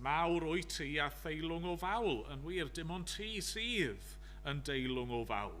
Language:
Welsh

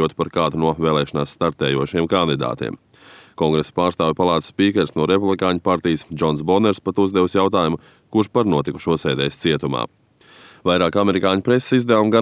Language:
Latvian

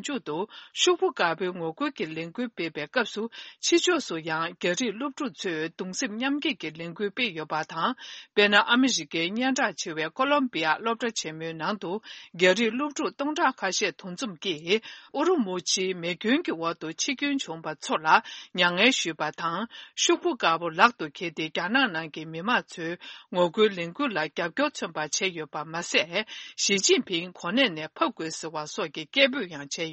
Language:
Tibetan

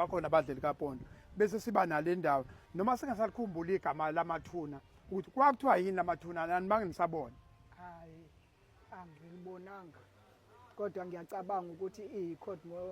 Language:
Zulu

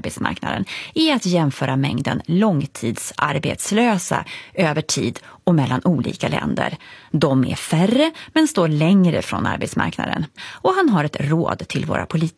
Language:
Swedish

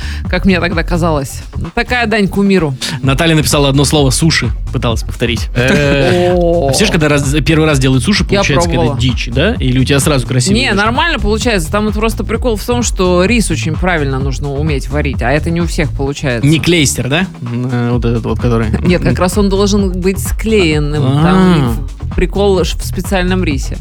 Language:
Russian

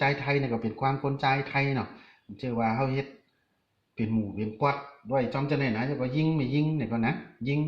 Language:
Shan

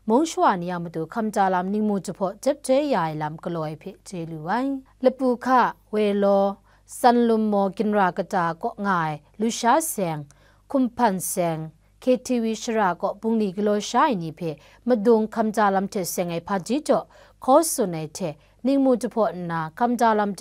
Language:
Kachin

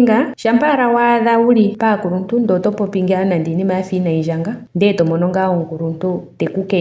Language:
Ndonga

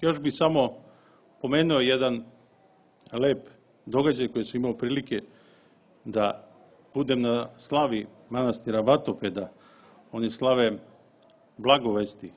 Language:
Serbian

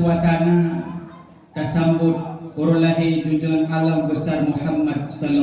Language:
Achinese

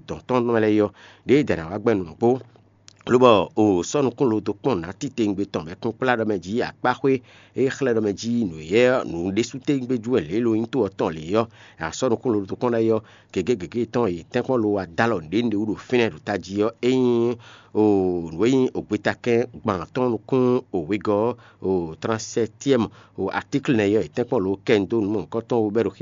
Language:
Fon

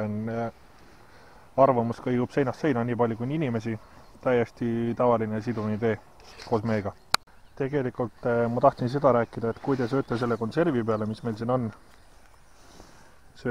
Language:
Estonian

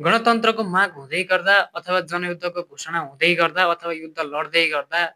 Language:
Nepali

